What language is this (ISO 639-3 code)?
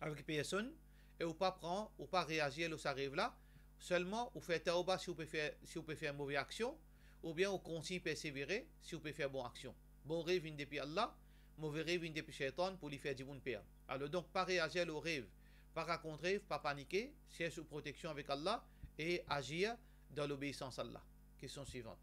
mfe